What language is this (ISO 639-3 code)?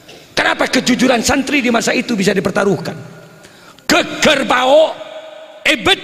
mad